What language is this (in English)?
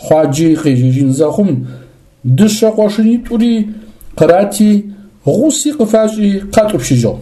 Adyghe